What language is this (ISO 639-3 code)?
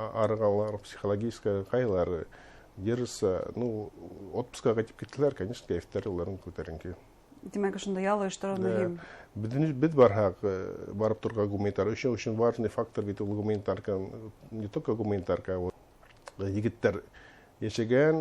bak